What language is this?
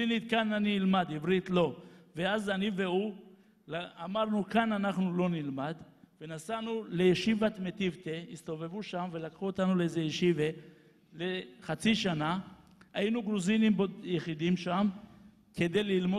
Hebrew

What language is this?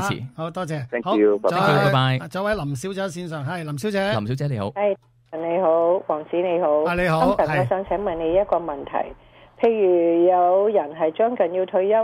Cantonese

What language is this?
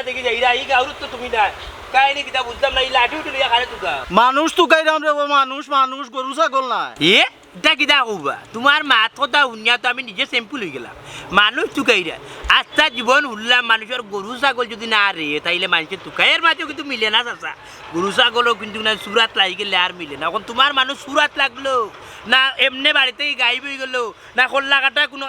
Sylheti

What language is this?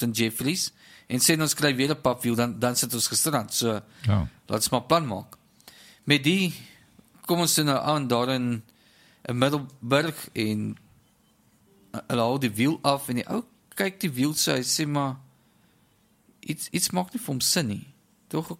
Afrikaans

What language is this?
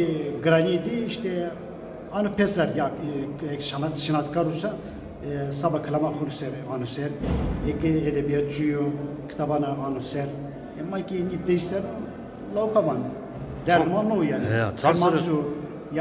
Zaza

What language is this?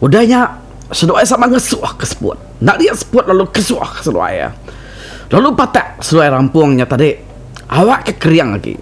Iban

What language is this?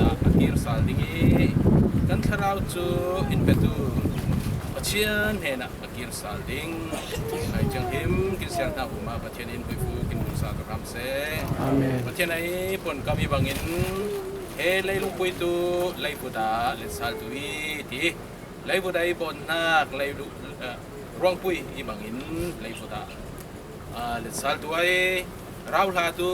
Falam Chin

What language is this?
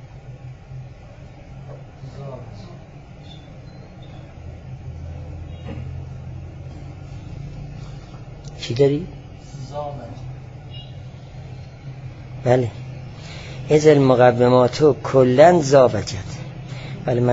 Persian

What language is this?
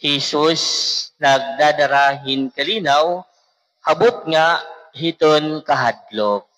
Waray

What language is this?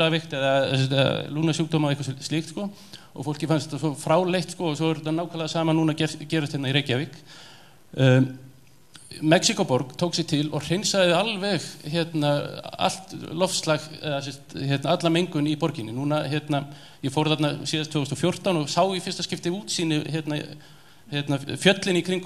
Icelandic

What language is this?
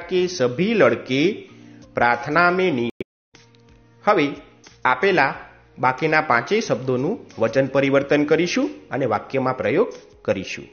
Gujarati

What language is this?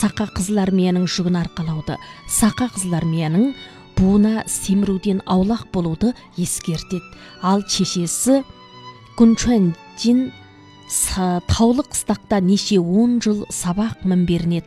Kazakh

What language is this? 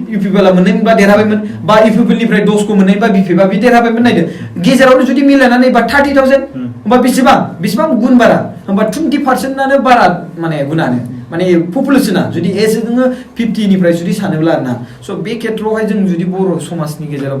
Bodo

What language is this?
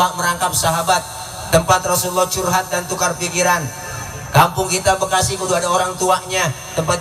Betawi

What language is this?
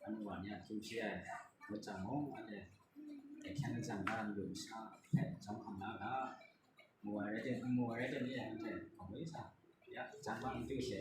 Kachin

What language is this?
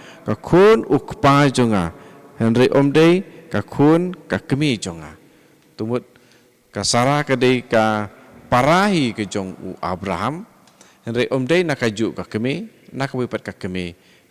Khasi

